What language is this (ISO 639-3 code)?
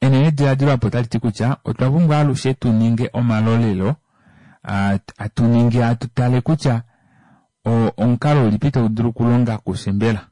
kua